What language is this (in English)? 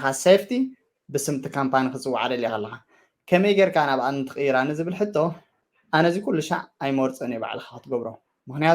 Tigrinya